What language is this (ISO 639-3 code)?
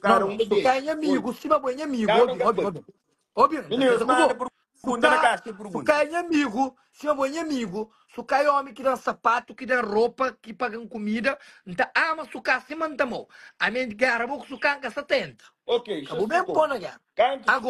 kea